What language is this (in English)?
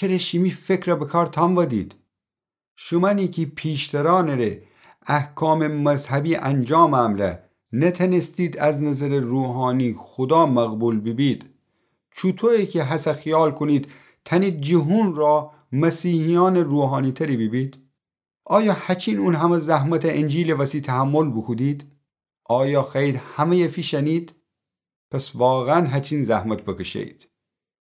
Gilaki